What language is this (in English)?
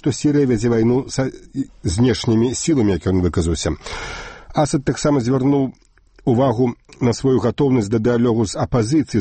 Belarusian